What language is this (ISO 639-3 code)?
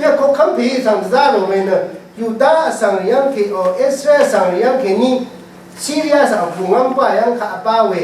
raw